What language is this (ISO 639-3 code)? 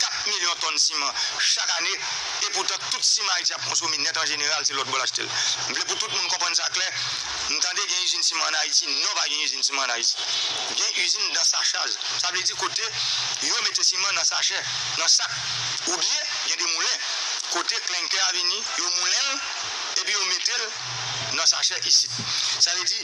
hat